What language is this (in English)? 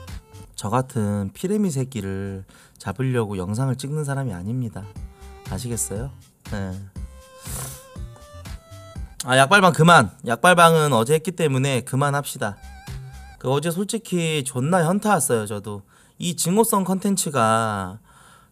Korean